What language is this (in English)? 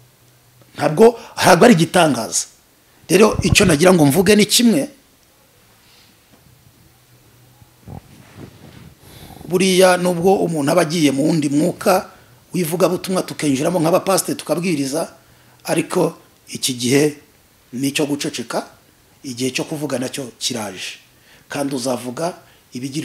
Kinyarwanda